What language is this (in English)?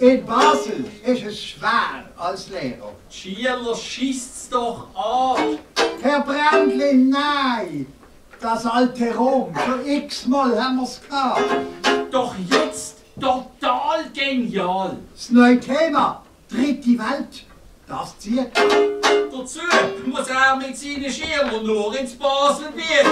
Swiss German